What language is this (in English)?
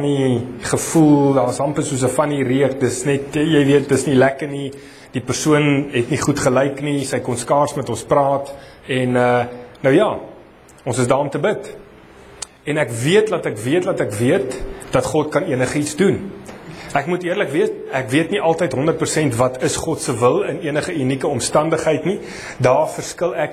Afrikaans